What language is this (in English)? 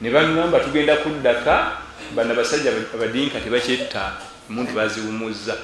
Ganda